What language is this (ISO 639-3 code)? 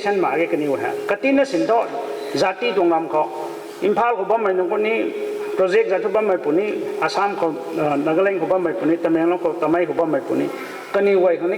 nbu